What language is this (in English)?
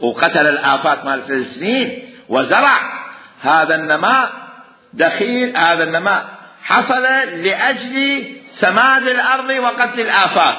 Mesopotamian Arabic